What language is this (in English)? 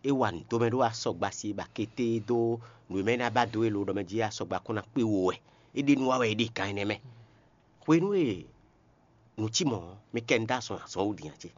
Fon